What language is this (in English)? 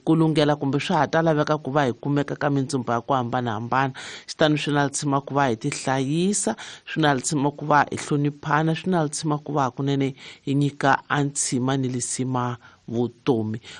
Tsonga